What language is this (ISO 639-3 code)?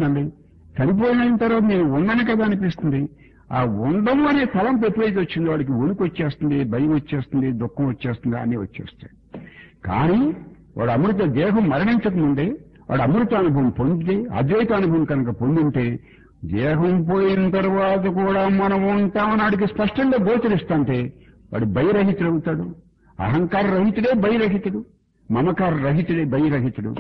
tel